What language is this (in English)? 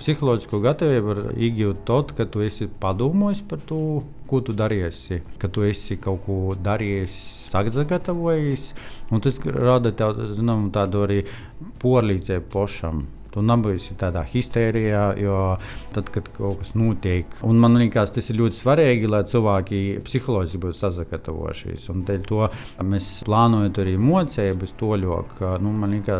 Latvian